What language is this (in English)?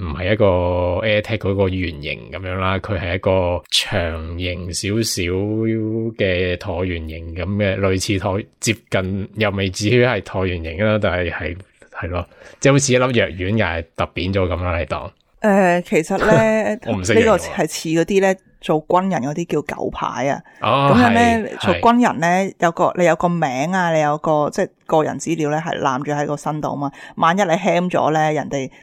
Cantonese